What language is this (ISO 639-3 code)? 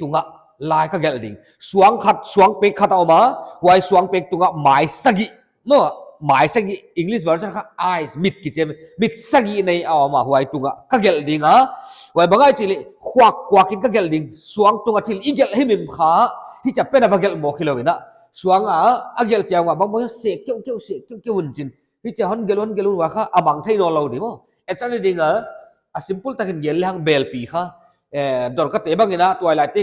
pck